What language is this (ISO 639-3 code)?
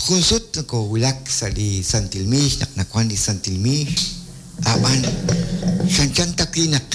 kek